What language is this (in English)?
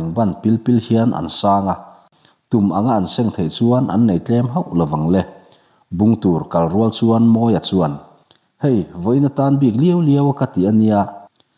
Mizo